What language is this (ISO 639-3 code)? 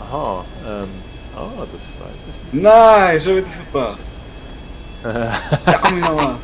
gsw